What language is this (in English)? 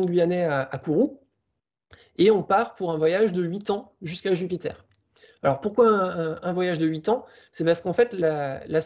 French